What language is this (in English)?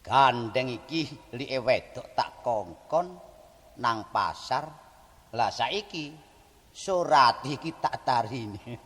Javanese